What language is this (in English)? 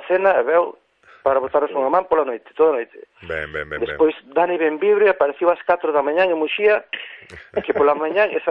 Galician